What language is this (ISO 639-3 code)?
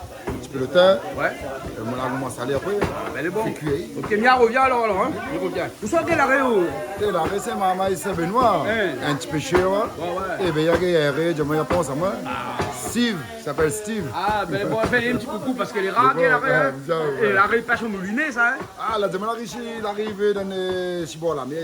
rcf